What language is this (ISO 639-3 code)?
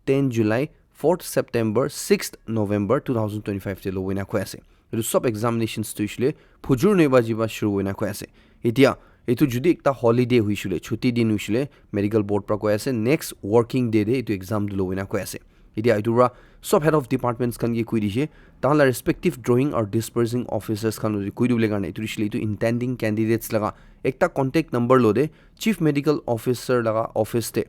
nag